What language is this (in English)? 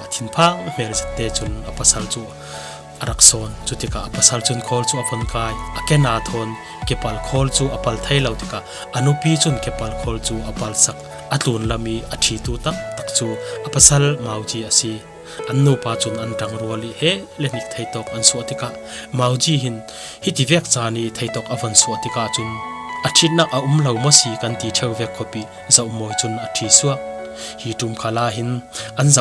Falam Chin